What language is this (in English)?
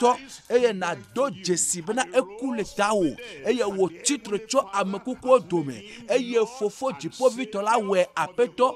Ewe